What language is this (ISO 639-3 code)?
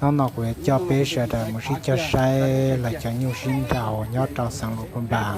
hmn